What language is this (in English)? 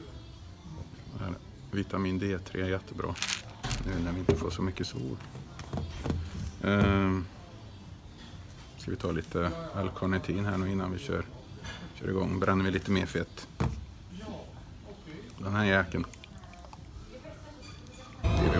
Swedish